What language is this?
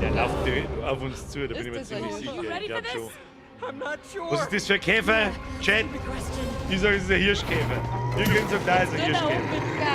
Bavarian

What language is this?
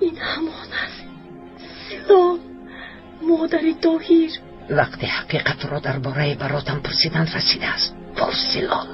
Tajik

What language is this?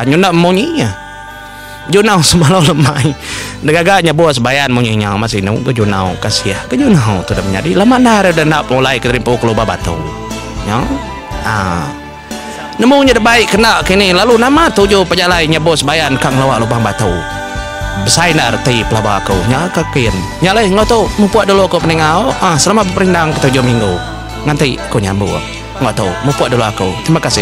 Iban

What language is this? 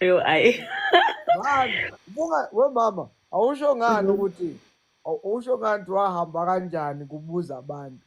Zulu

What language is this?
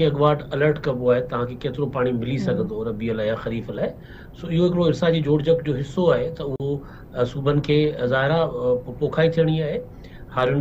Sindhi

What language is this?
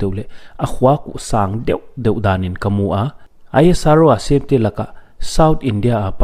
Paite Chin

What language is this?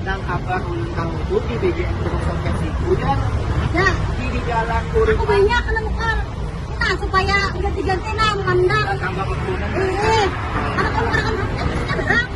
Banjar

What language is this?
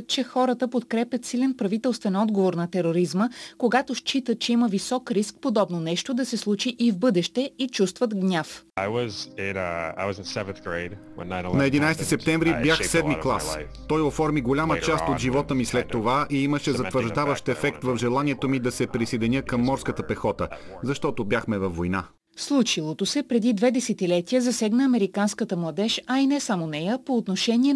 Bulgarian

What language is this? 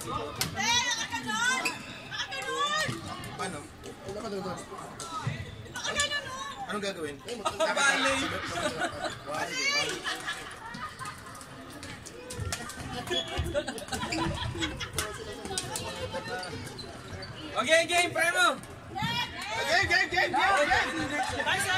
Filipino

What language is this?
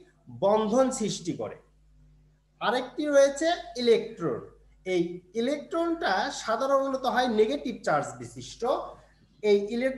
Bangla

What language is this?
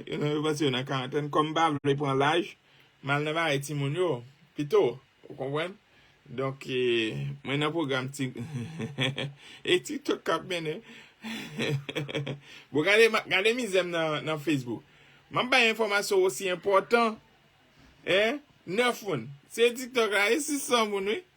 Haitian Creole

